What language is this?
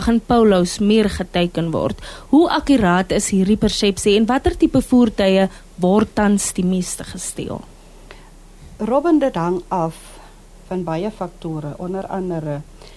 Afrikaans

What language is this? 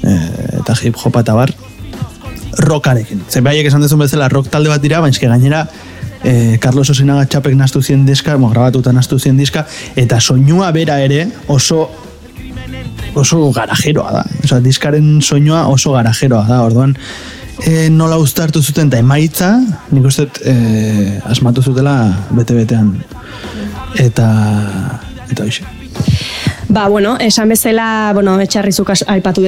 Basque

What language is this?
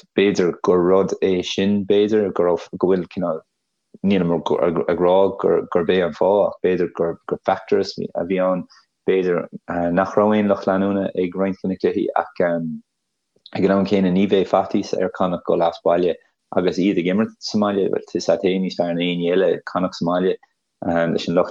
Irish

